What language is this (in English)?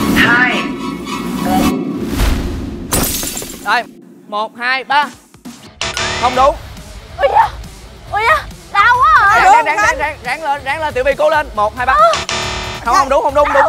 Vietnamese